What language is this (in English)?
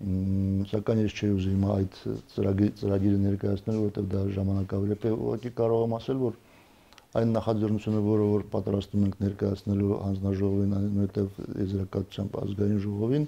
Armenian